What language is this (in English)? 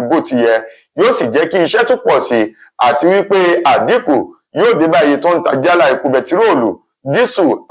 Yoruba